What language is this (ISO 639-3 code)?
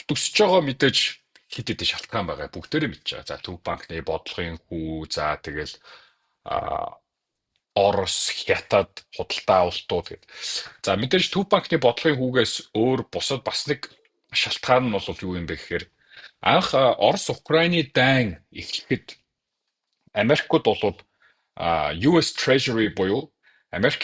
mon